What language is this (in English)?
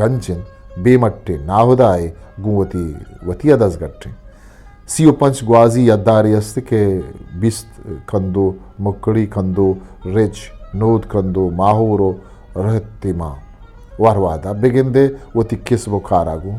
Eastern Balochi